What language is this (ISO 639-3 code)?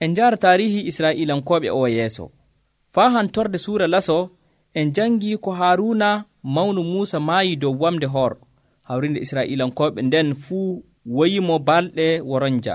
fuv